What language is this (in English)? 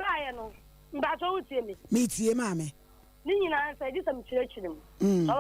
Akan